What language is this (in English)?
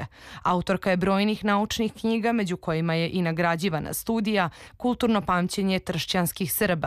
Serbian